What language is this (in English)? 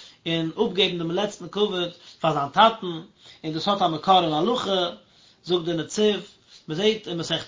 Yiddish